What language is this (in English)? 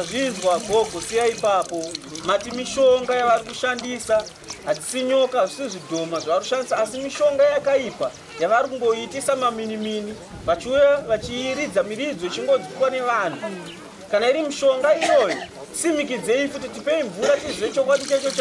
Shona